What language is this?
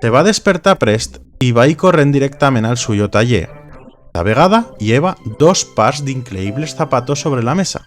Aragonese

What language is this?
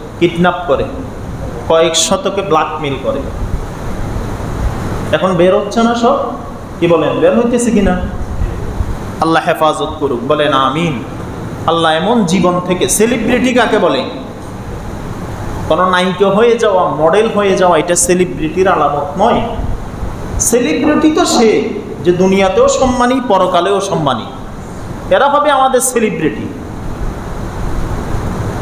Bangla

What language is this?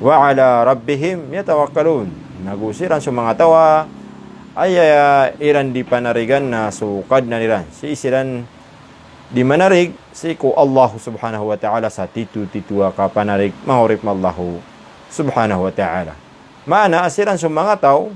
Maranao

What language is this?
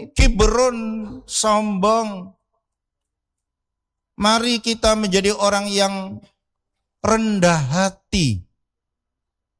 Indonesian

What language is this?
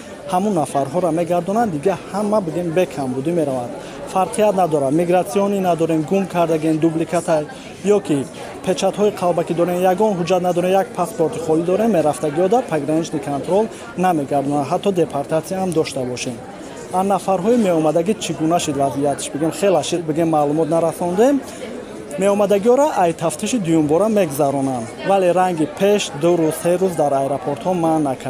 Tajik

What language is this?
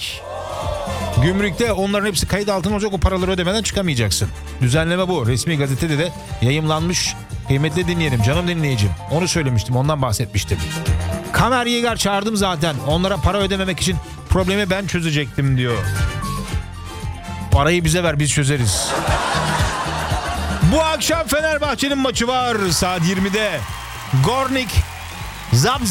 Turkish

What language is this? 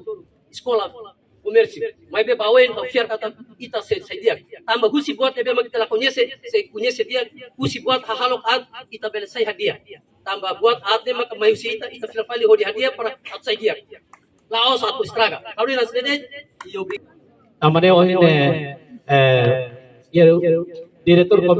Tetum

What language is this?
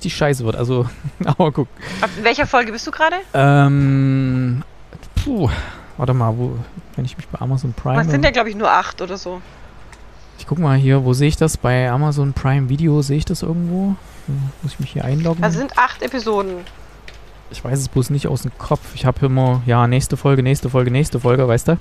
German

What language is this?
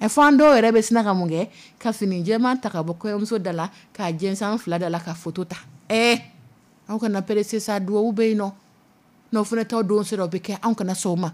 Dyula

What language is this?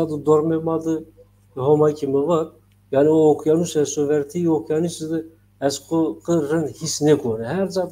Zaza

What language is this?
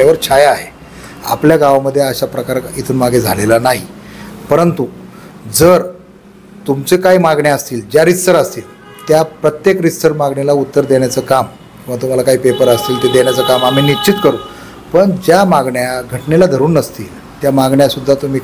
Marathi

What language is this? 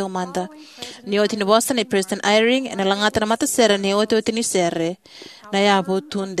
Fijian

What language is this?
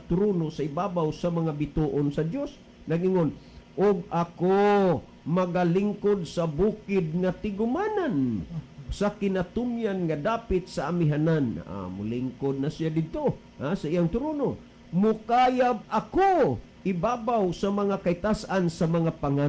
Cebuano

